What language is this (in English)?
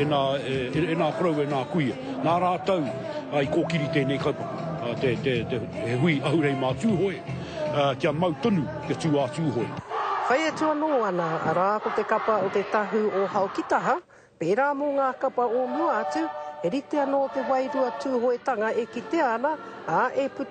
Māori